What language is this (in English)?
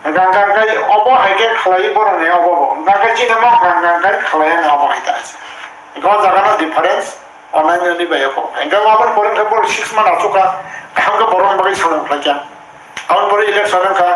Kok Borok